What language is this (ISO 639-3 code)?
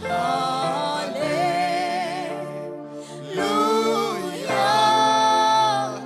cnh